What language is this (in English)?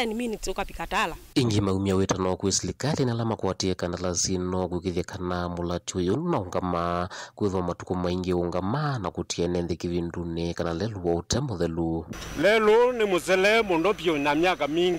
Kamba